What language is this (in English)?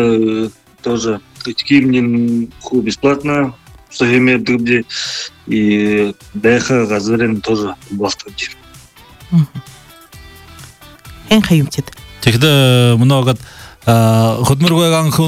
Buriat